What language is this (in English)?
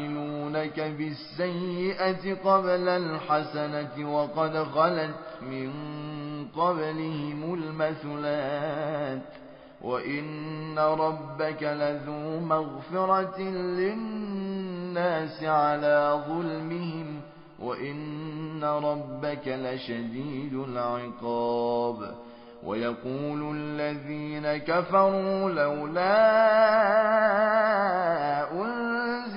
Arabic